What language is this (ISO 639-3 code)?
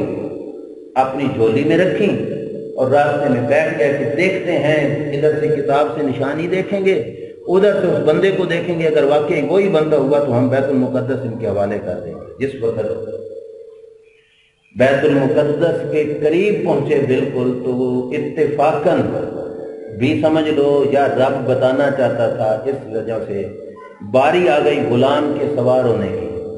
urd